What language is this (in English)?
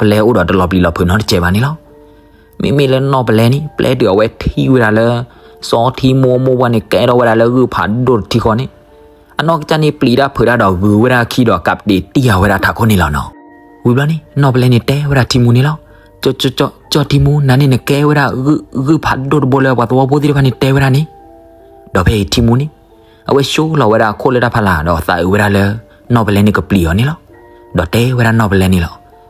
S'gaw Karen